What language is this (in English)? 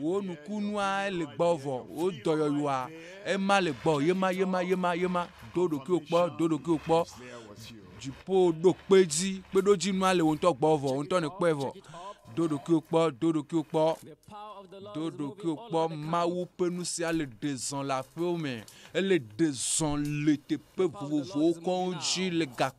Ewe